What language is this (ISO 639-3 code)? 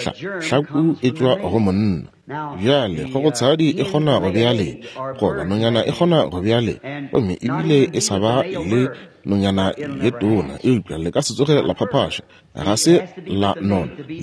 nso